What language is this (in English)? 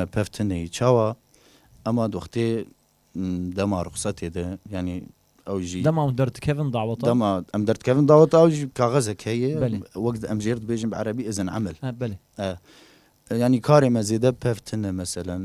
Kurdish